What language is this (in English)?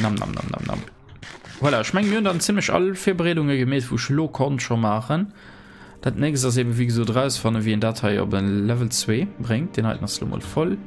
Luxembourgish